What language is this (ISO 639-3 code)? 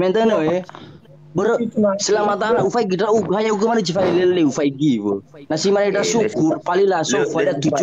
nia